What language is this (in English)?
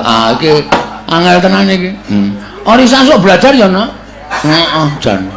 Javanese